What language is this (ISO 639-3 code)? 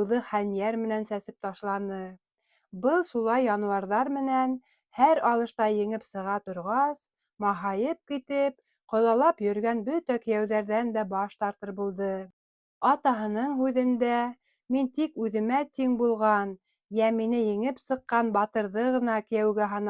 bak